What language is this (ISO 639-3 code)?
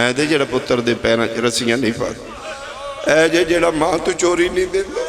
phr